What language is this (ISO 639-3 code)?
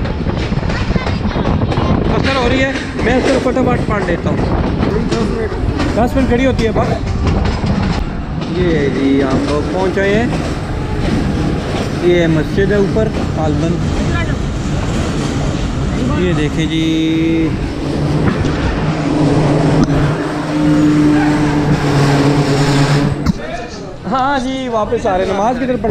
hin